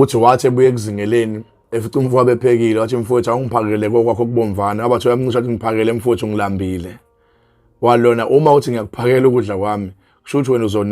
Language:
Zulu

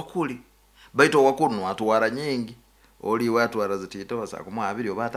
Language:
Nyankole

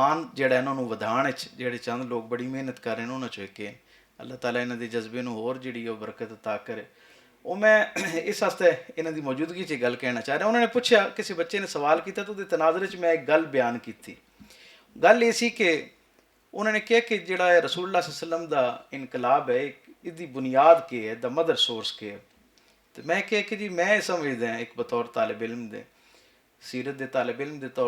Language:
Western Panjabi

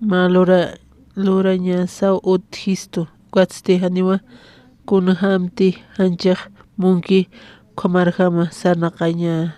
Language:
Aymara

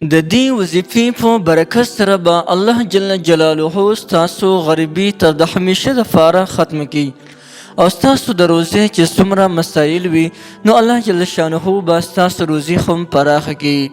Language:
Pashto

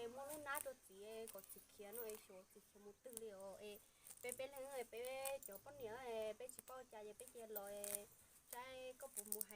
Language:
Hmong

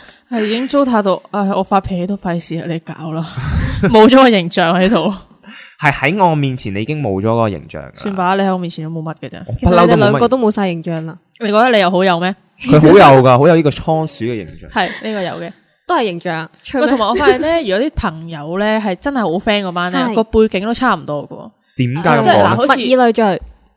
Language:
Cantonese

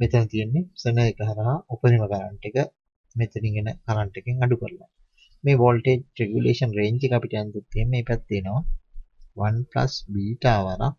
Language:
Sinhala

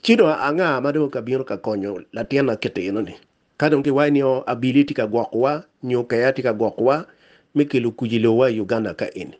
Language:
Acoli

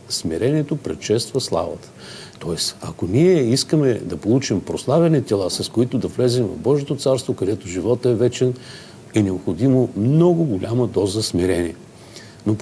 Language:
Bulgarian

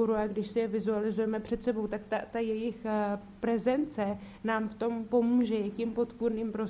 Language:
Czech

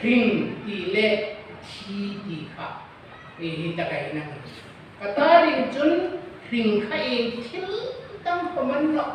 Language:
Hmar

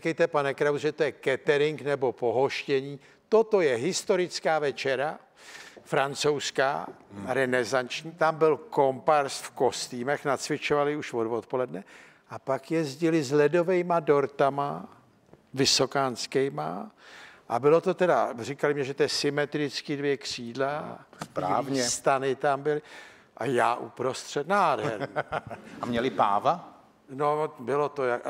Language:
Czech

